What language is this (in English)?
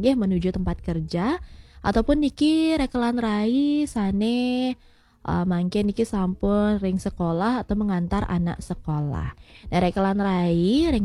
Balinese